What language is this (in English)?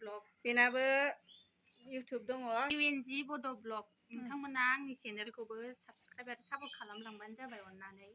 Bodo